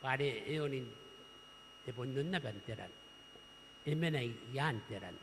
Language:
Gilbertese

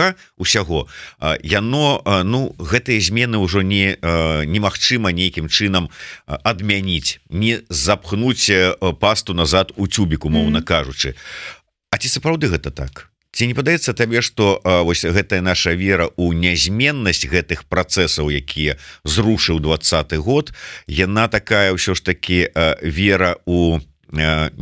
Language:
Belarusian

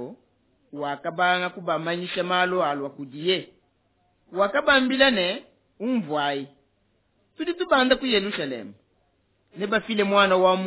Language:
Luba-Lulua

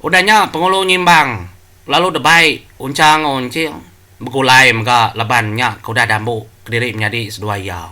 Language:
Iban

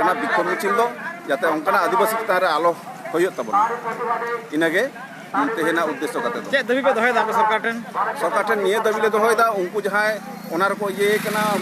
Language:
Santali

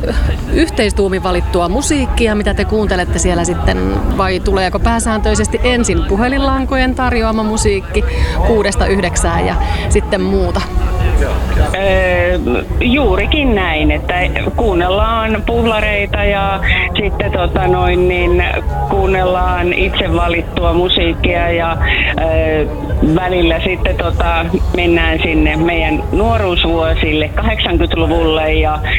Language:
Finnish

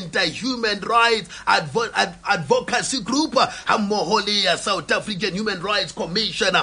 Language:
Southern Sotho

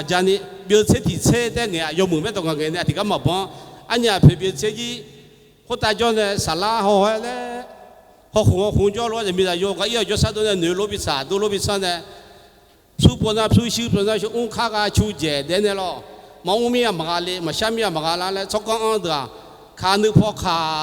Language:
Akha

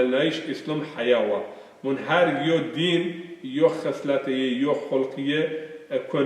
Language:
Zaza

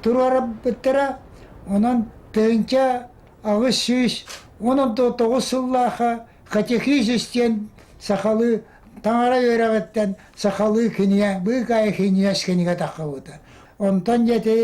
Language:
Yakut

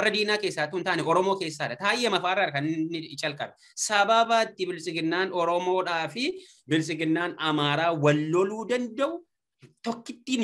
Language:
Oromo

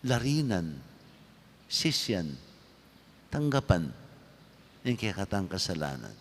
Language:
Pampanga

